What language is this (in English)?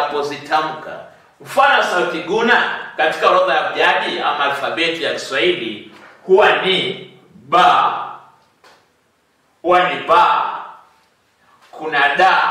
Swahili